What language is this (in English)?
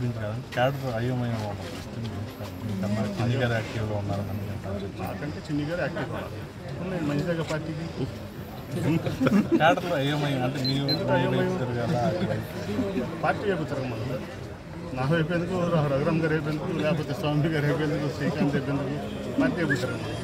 Telugu